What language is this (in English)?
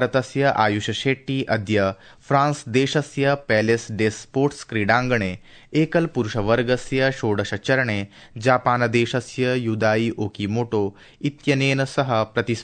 Sanskrit